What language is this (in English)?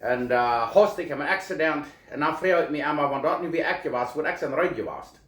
Plautdietsch